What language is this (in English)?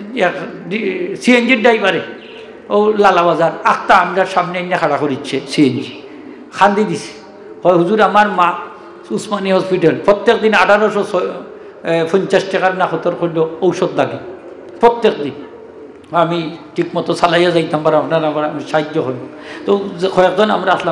Sylheti